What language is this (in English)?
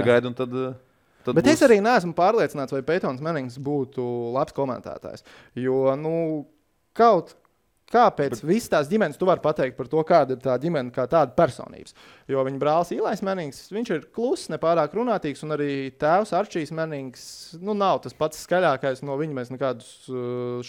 Latvian